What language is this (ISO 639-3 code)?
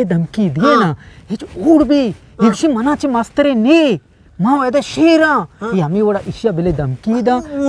bgp